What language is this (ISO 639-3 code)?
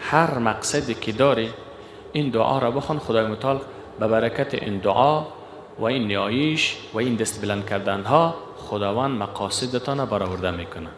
fas